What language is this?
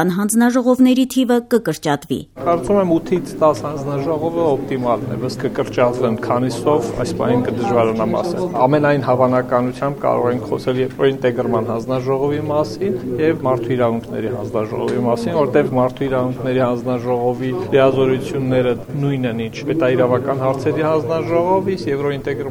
Armenian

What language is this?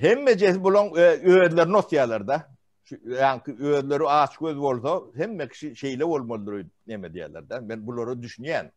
Turkmen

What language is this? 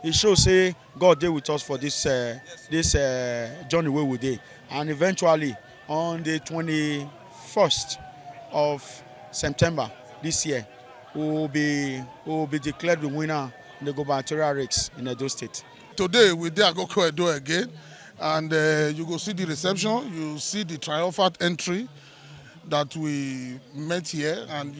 Nigerian Pidgin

